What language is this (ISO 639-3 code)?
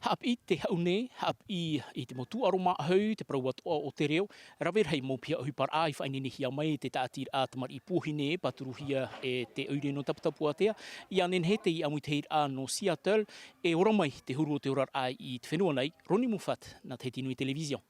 tah